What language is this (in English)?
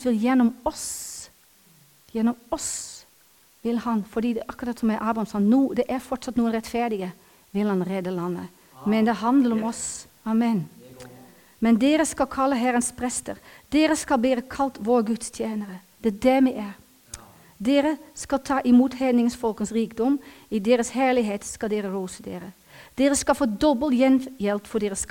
Norwegian